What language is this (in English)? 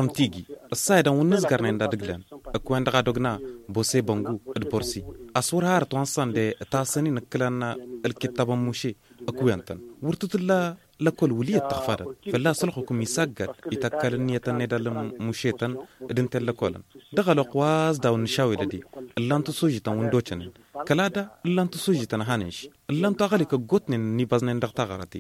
Tamasheq